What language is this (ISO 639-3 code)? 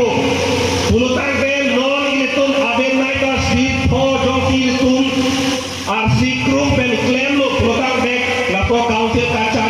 mjw